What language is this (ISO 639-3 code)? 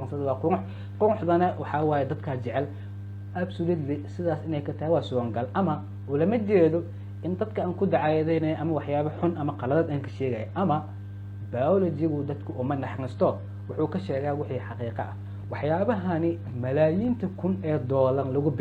som